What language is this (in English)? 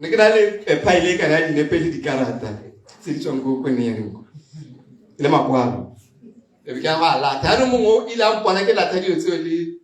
Tswana